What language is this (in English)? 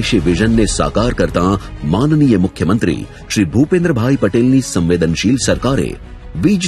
Gujarati